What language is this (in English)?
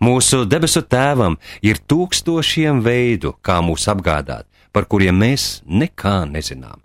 Latvian